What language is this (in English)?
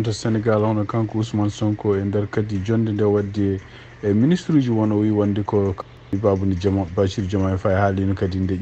Fula